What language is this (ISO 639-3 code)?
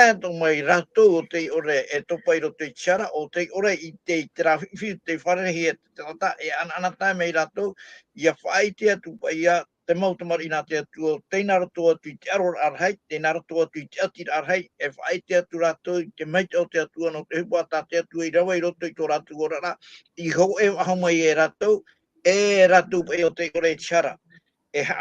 tah